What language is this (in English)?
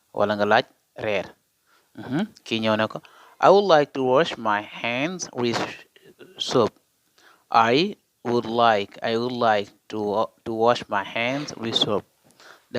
Wolof